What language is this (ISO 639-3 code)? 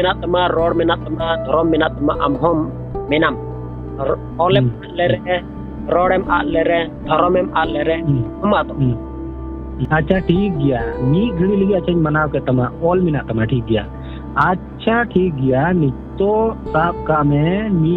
sat